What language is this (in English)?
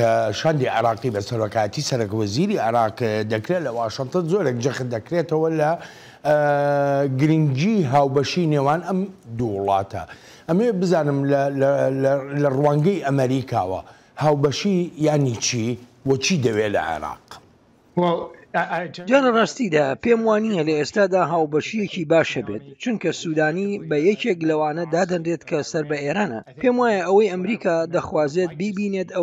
Central Kurdish